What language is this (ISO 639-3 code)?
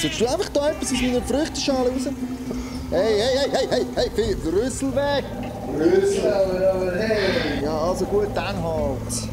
gsw